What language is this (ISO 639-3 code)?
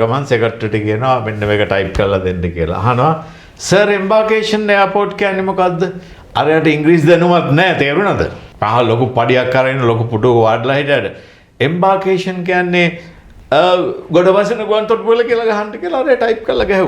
sin